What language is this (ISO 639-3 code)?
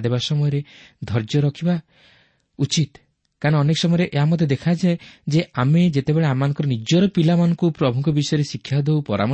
ori